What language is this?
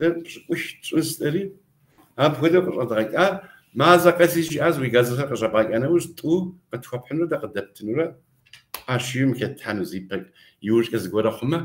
Kabardian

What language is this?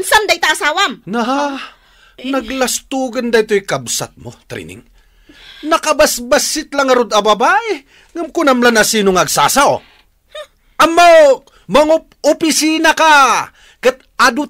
Iloko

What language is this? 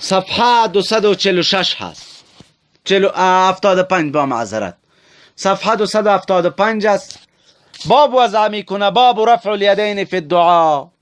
Persian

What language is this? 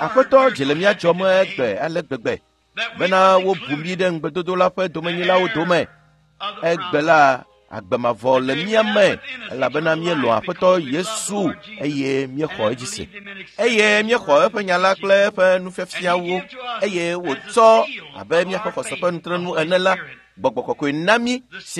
Ewe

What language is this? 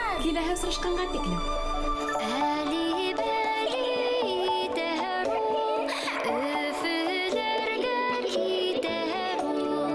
Bashkir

